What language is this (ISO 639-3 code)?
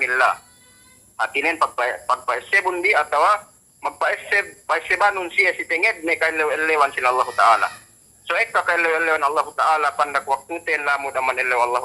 yka